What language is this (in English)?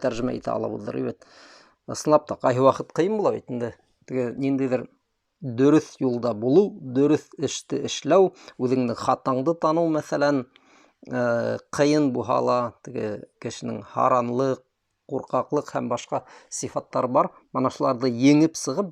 Bashkir